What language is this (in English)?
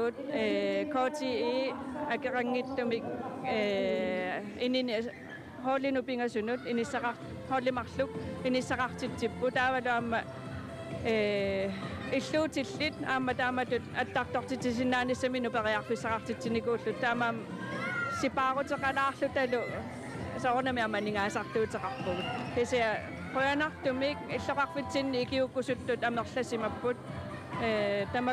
Kalaallisut